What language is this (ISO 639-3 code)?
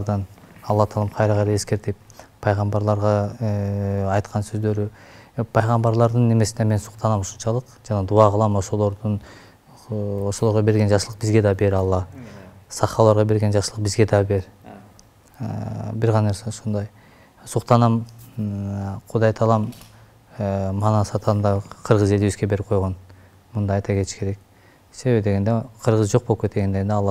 kir